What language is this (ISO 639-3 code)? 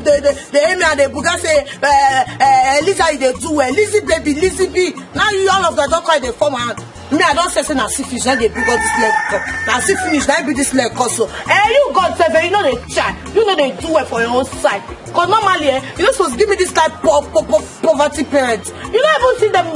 pcm